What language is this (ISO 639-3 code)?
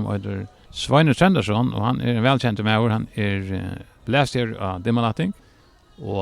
fao